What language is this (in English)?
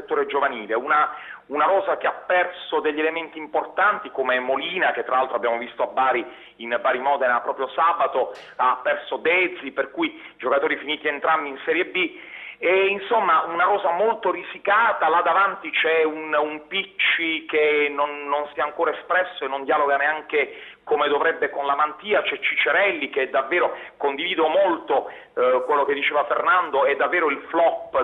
Italian